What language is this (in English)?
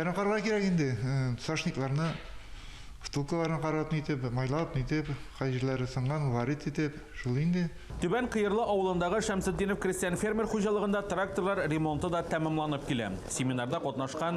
Tatar